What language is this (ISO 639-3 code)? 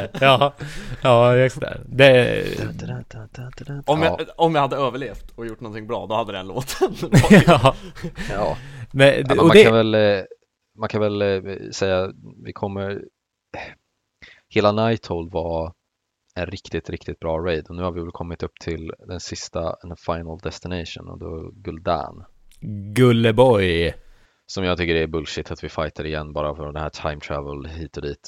swe